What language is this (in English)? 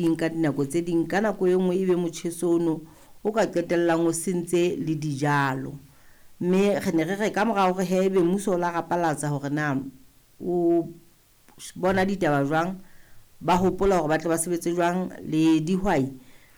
Southern Sotho